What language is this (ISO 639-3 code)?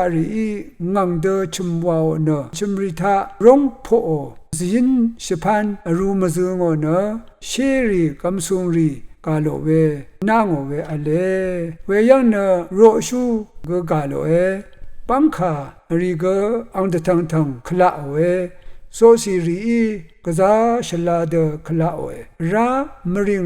raw